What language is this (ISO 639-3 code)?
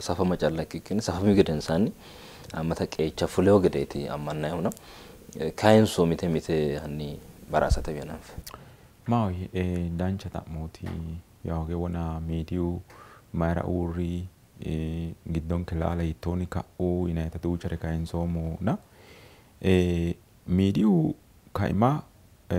sid